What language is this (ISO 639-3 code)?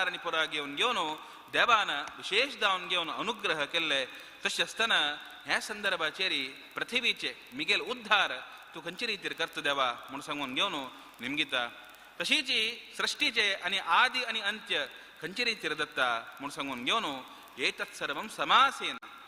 kok